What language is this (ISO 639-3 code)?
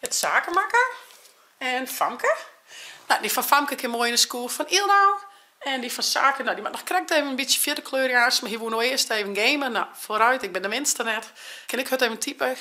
fry